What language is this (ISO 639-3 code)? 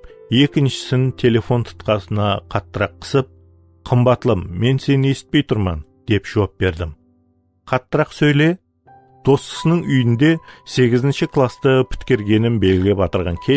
kaa